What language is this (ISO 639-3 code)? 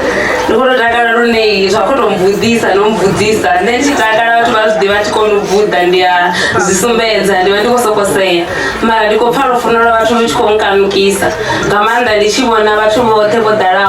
ven